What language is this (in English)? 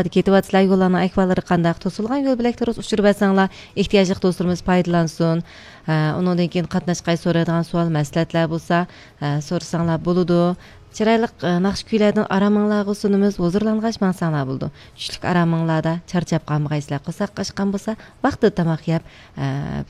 Uyghur